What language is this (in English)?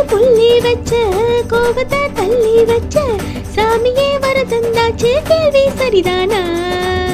Tamil